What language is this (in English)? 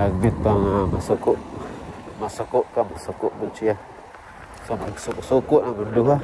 Cebuano